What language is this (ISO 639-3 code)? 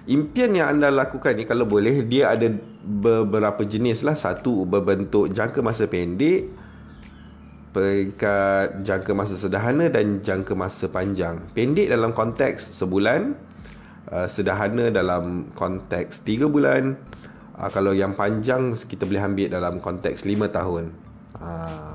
msa